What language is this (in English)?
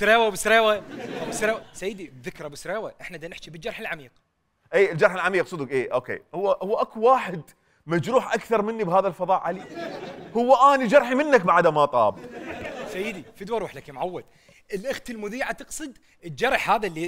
Mesopotamian Arabic